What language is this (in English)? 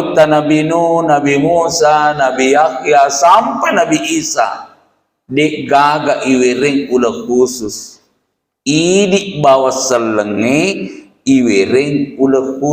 Buginese